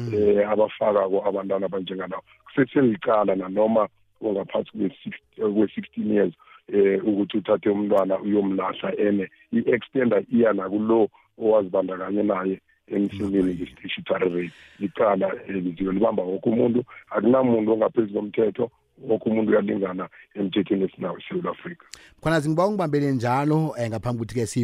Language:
South Ndebele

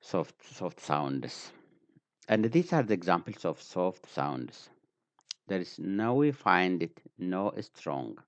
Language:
English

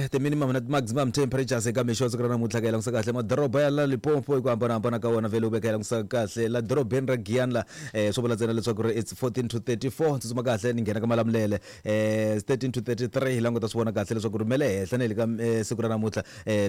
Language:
Tsonga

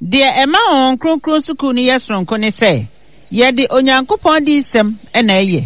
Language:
Akan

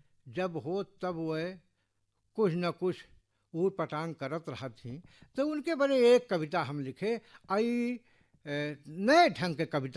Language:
Bhojpuri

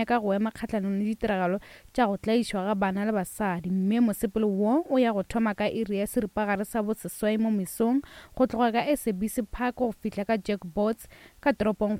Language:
Northern Sotho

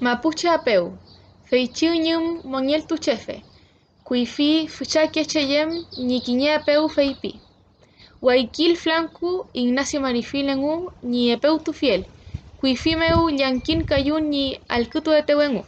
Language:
Mapuche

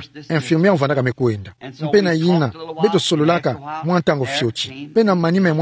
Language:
Kituba (Democratic Republic of Congo)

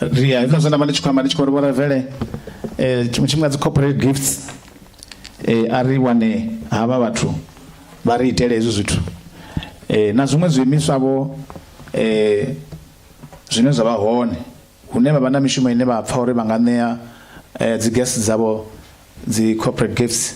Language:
Venda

